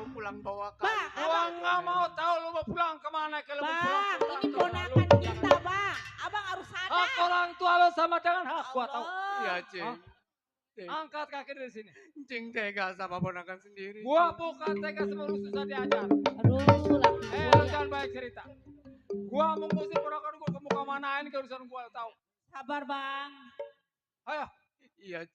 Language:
Betawi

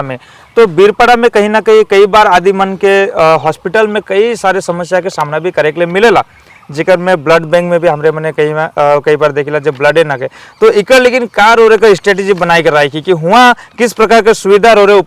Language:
Sadri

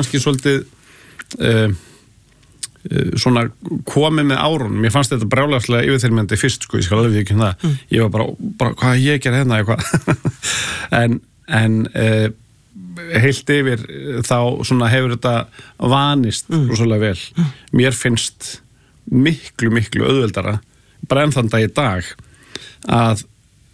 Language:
Icelandic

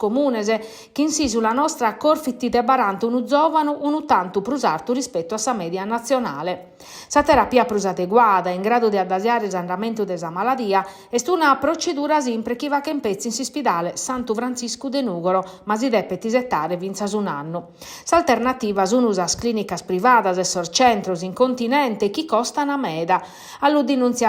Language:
Sardinian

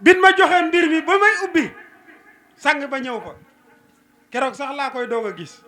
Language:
Wolof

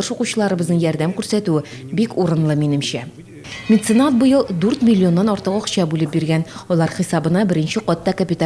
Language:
Tatar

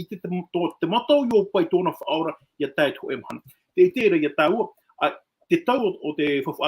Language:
Tahitian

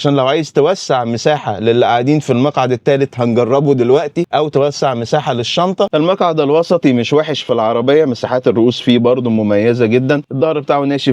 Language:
Egyptian Arabic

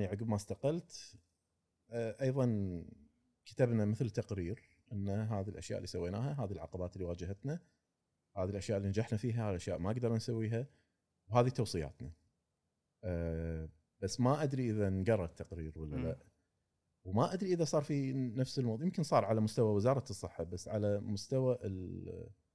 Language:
Gulf Arabic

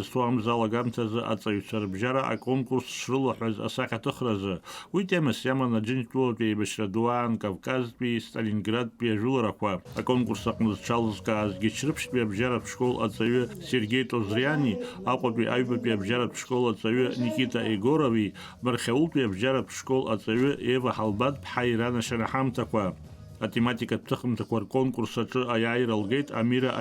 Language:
Abkhazian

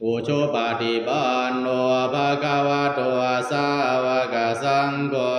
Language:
Pali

